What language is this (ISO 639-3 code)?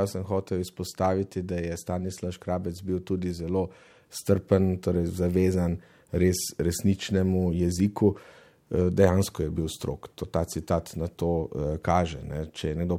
slv